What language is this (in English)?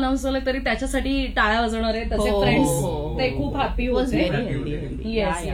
Marathi